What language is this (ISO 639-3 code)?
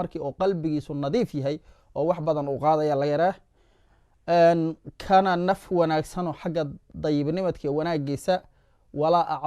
som